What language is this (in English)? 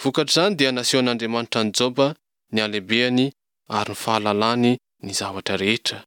Malagasy